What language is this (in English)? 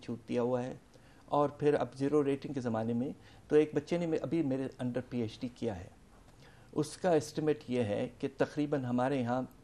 Urdu